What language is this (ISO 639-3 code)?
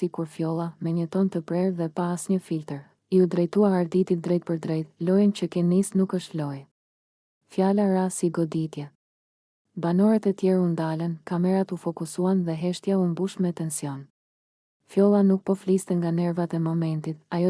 sqi